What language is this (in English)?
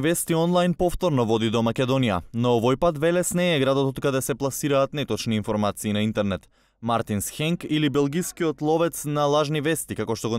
Macedonian